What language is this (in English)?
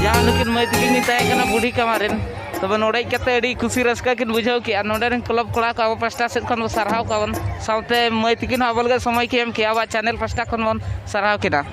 Santali